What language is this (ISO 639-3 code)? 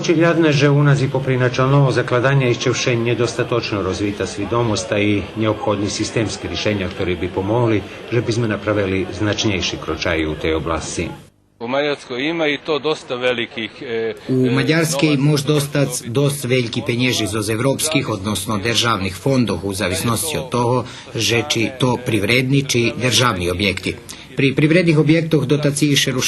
rue